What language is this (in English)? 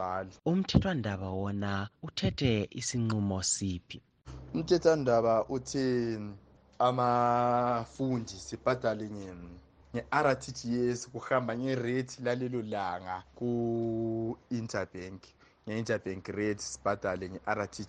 North Ndebele